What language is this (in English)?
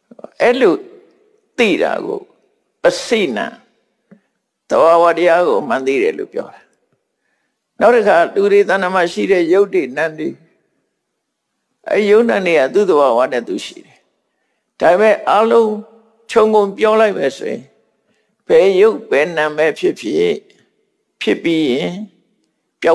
Burmese